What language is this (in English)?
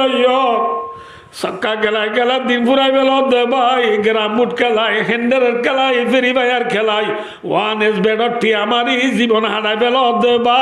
Rohingya